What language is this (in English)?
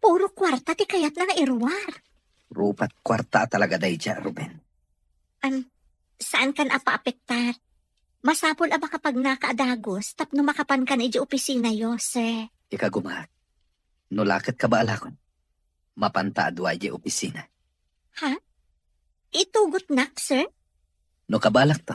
Iloko